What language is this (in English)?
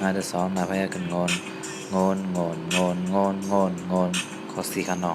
Shan